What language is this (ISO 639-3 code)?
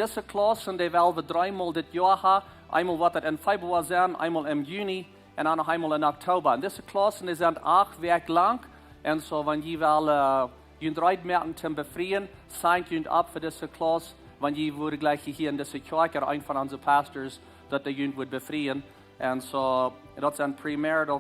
pdt